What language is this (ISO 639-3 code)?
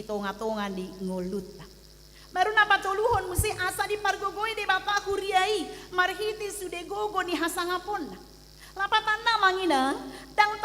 bbc